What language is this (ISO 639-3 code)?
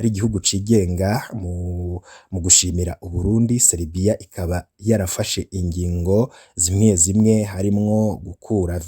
run